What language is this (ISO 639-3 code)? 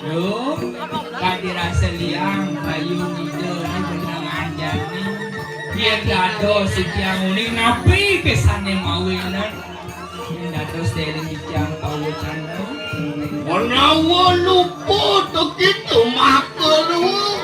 ban